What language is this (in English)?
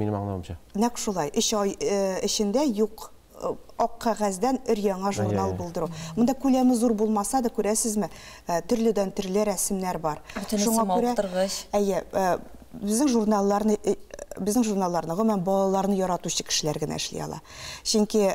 Tatar